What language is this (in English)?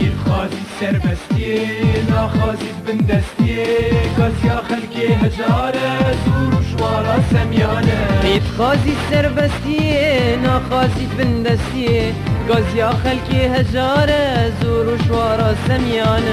Kurdish